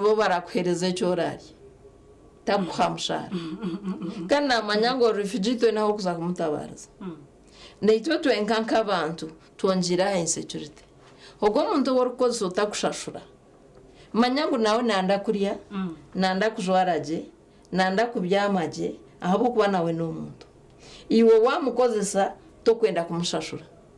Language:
Nyankole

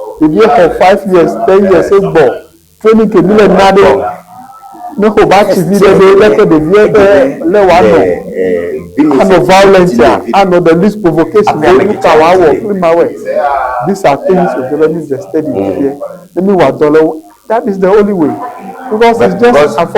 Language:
Ewe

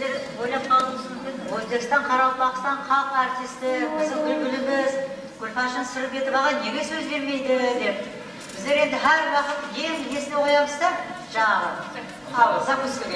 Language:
Kara-Kalpak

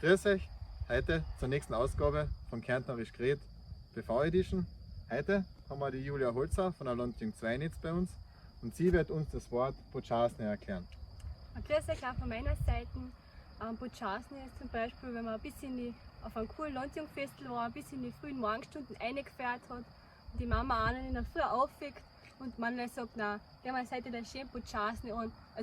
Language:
Bavarian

